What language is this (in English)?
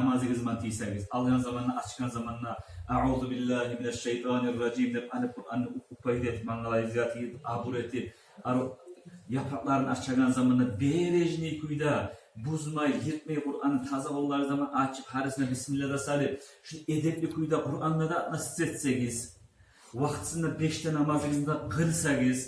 Kumyk